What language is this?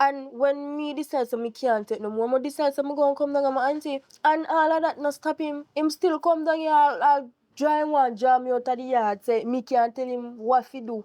Jamaican Creole English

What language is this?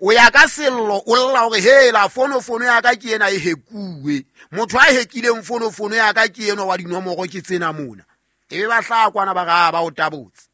Southern Sotho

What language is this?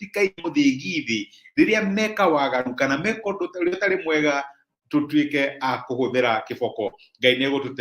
Kikuyu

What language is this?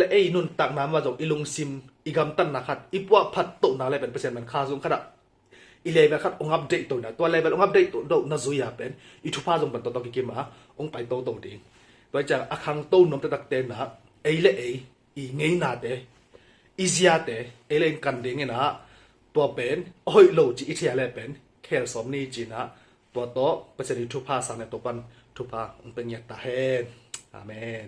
Tedim Chin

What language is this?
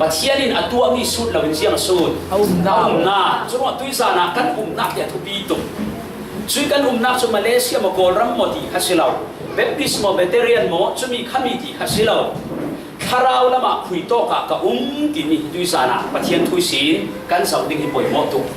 Falam Chin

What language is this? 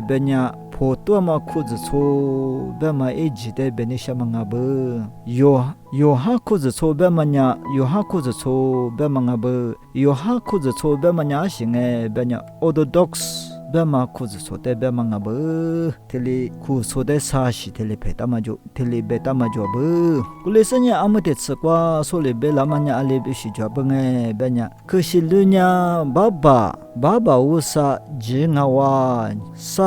Lisu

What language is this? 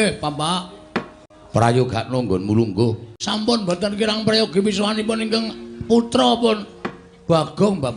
Javanese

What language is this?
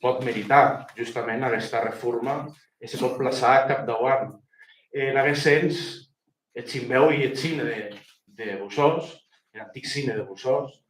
Occitan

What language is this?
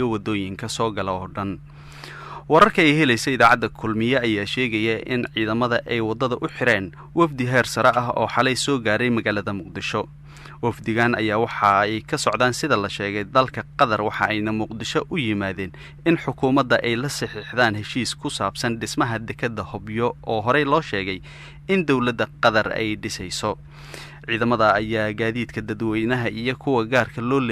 Somali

